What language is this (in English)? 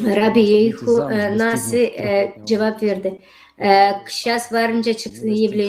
Gagauz